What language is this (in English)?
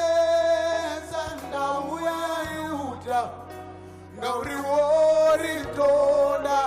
Venda